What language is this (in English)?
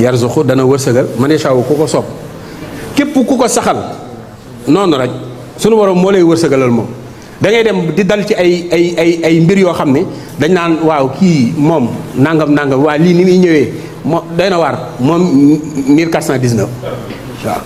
Wolof